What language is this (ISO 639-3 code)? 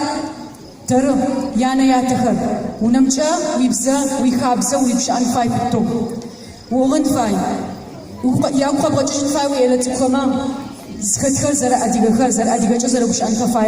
ady